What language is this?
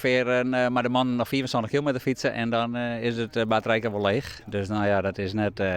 Western Frisian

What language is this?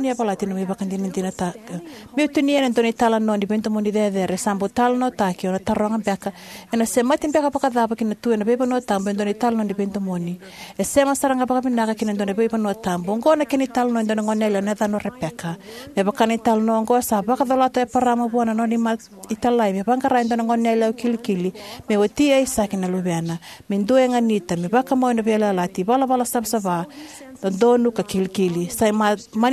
Fijian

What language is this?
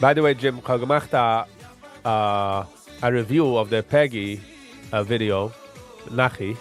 Yiddish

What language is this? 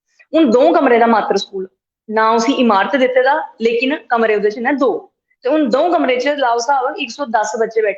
Dogri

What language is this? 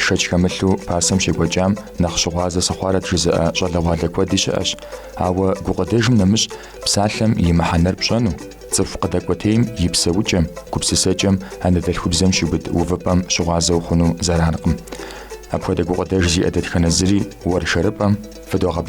Kabardian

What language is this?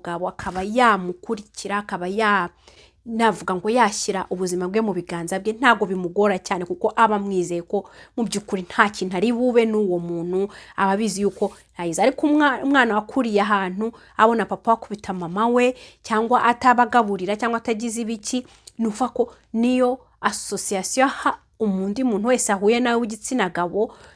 Kinyarwanda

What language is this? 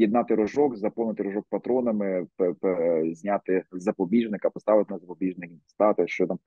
Ukrainian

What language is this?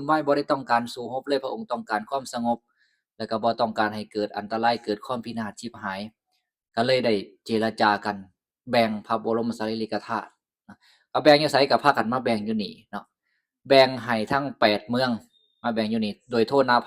Lao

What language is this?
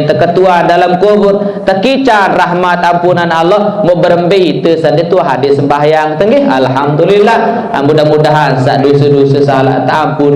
Sasak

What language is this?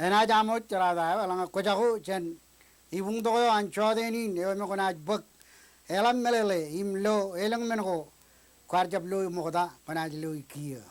Marshallese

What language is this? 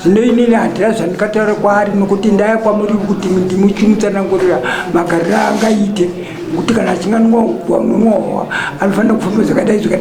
Shona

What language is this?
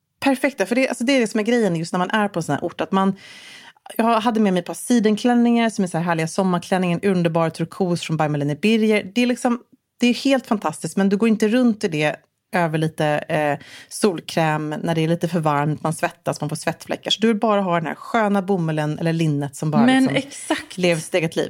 Swedish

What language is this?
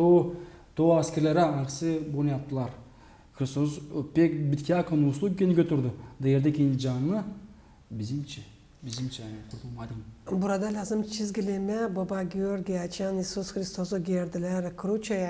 Gagauz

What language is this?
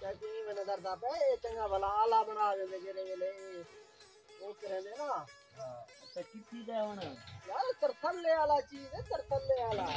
Saraiki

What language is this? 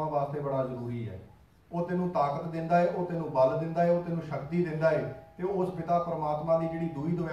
Punjabi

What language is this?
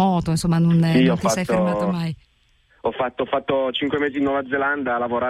Italian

